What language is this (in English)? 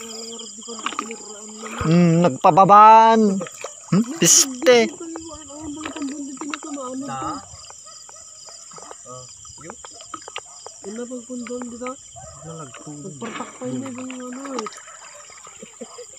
Filipino